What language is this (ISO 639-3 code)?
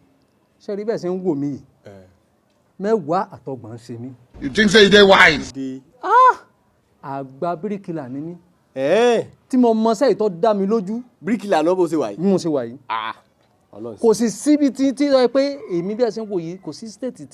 yor